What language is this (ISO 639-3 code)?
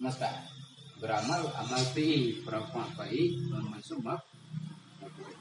ace